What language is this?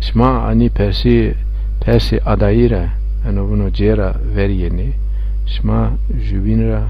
Zaza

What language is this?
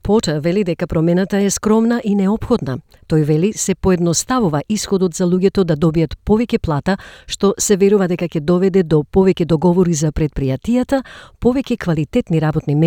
Macedonian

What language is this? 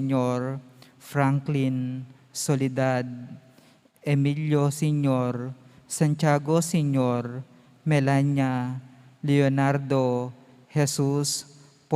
Pampanga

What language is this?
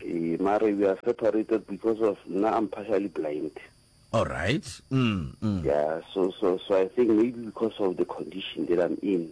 Northern Sotho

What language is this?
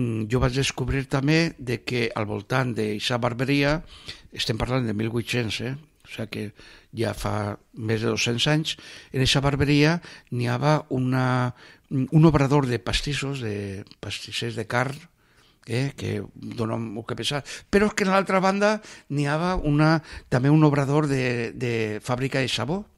Catalan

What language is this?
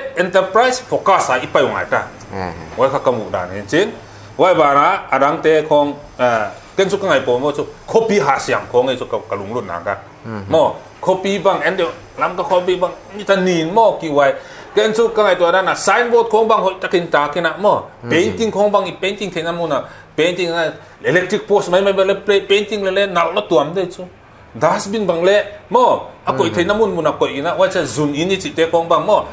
Paite Chin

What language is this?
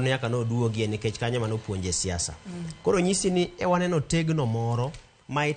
Luo (Kenya and Tanzania)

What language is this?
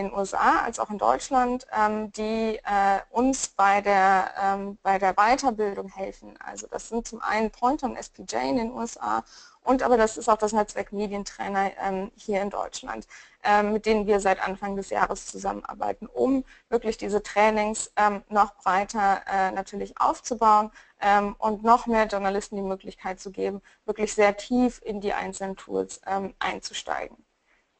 German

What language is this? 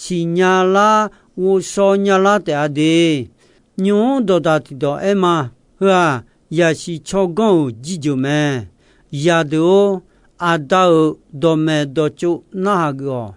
Akha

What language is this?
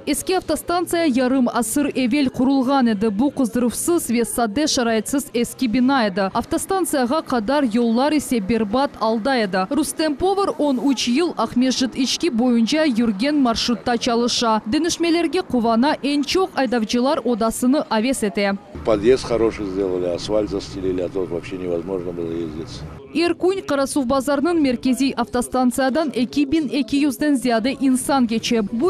Crimean Tatar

